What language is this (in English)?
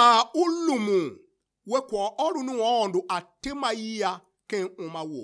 Tiv